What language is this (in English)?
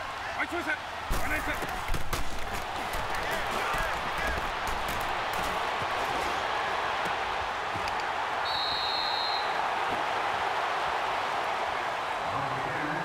English